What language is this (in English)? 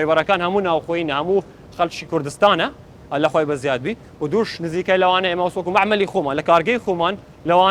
Central Kurdish